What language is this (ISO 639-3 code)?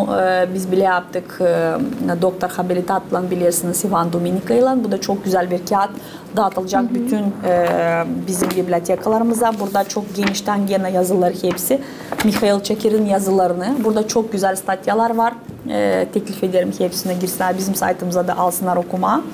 gag